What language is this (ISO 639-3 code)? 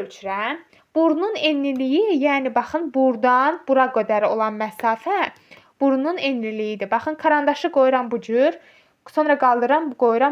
aze